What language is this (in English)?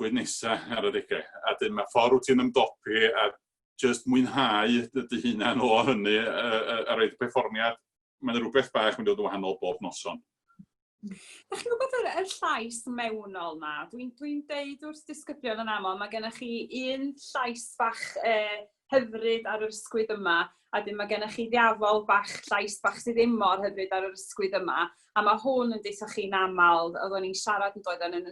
Welsh